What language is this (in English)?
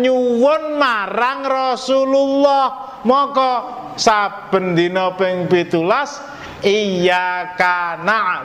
Javanese